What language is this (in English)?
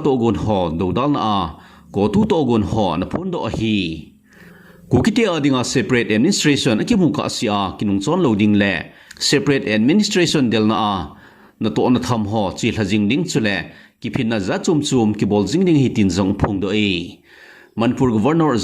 Thado Chin